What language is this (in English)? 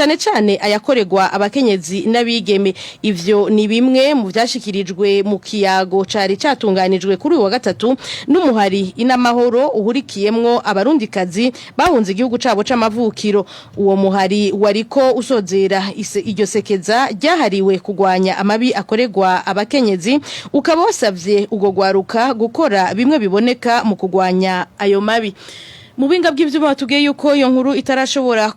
Rundi